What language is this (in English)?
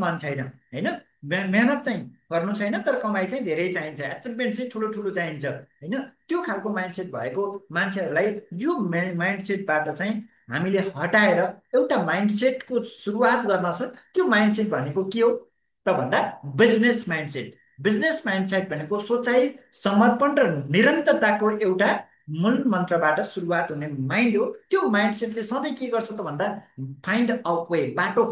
Nepali